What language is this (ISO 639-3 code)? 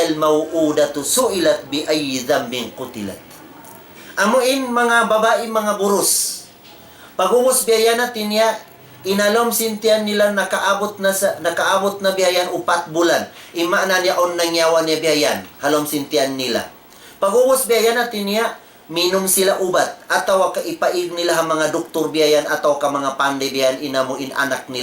tsg